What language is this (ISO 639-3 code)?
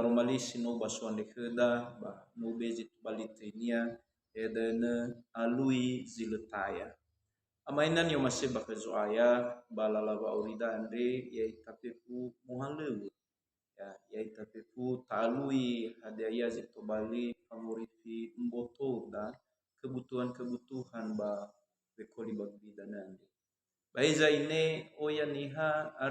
nia